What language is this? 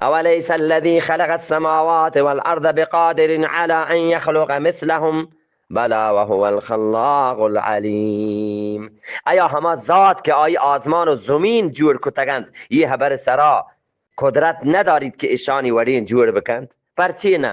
Eastern Balochi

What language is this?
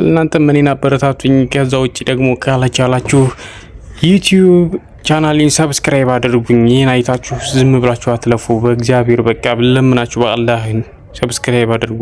Amharic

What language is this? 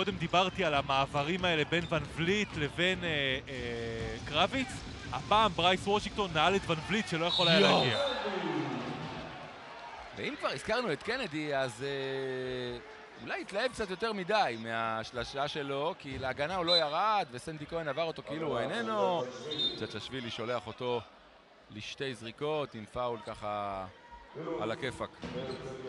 Hebrew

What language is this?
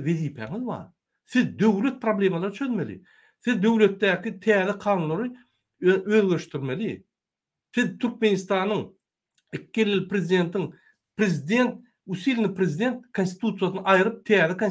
Turkmen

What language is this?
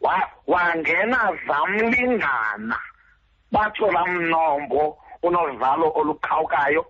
Xhosa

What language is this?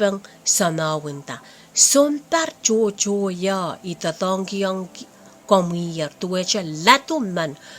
Pohnpeian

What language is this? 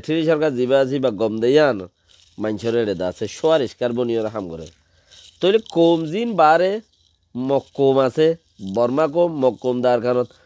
Rohingya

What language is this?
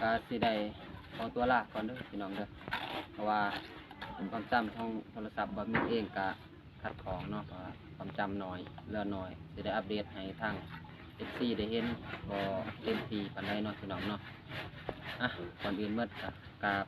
Lao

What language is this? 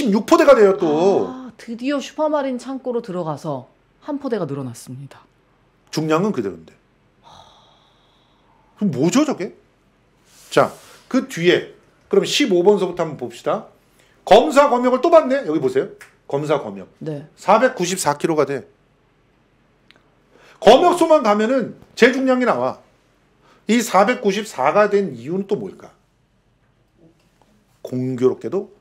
Korean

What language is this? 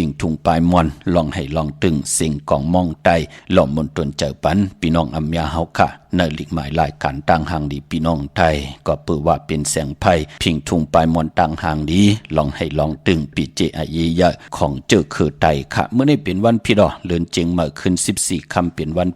Shan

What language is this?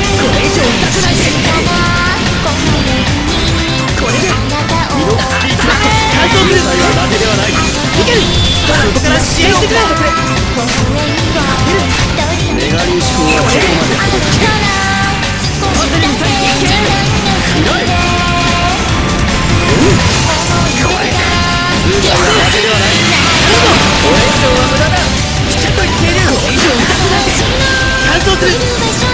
Japanese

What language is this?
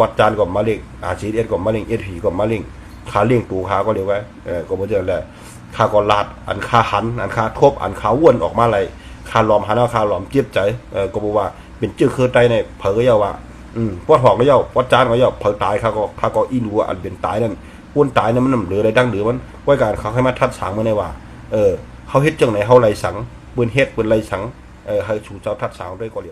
Shan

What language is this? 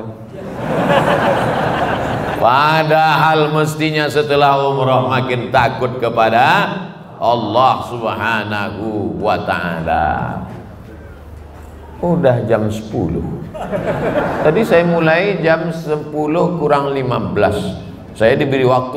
Indonesian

